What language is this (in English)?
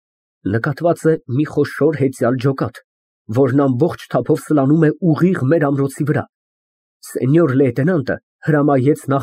Armenian